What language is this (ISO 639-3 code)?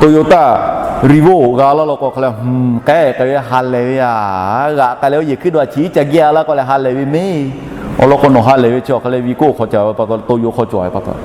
lhu